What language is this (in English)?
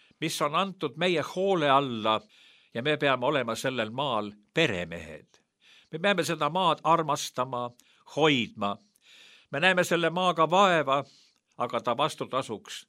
Estonian